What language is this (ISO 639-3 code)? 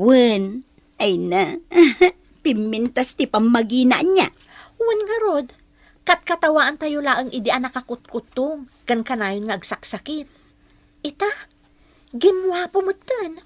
ilo